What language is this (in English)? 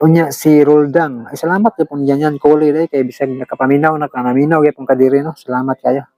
Cebuano